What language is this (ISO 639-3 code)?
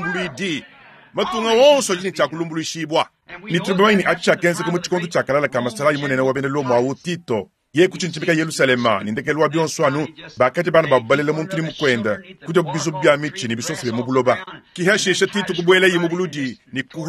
lua